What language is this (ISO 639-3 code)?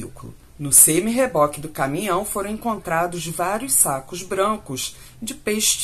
por